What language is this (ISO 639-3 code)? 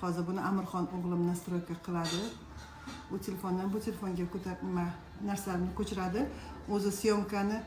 uzb